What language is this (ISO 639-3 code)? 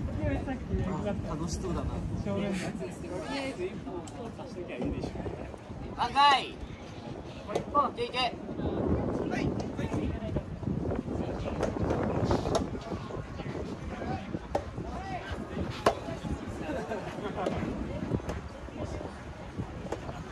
jpn